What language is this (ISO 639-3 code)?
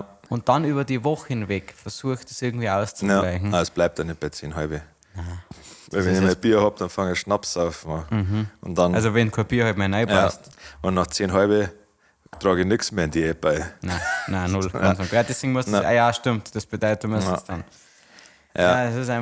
bar